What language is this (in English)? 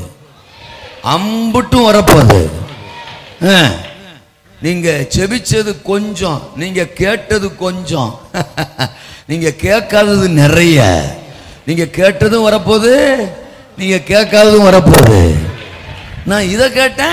Tamil